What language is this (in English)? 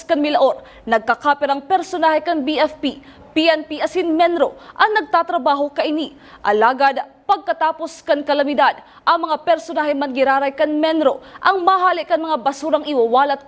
Bikol